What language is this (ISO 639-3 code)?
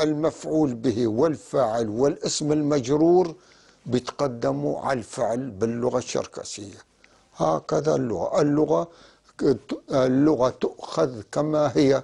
apc